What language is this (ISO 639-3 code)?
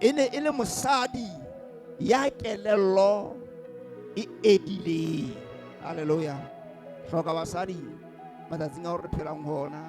sot